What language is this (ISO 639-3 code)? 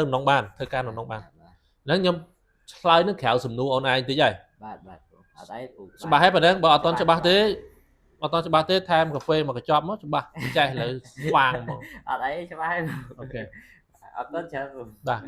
khm